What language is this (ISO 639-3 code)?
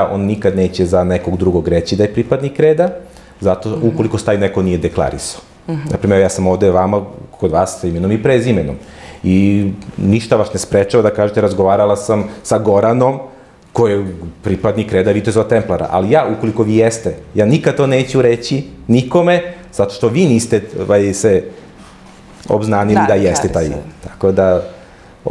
srp